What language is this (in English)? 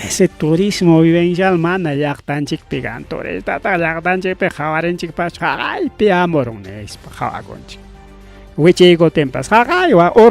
Ayacucho Quechua